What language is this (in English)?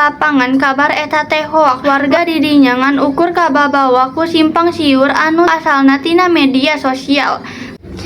Sundanese